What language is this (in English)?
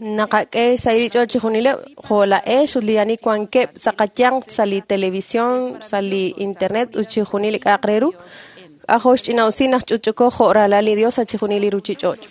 Kekchí